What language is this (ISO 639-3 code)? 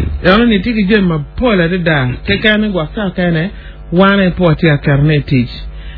ach